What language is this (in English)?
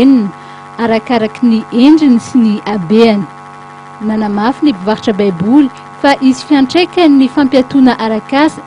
Malagasy